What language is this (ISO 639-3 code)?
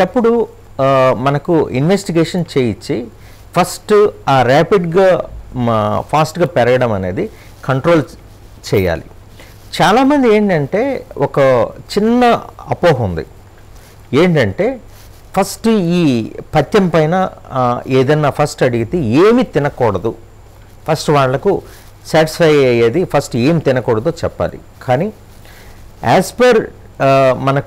tel